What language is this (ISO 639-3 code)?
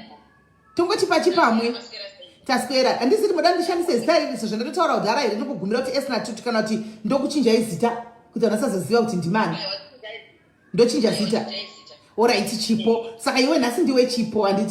sna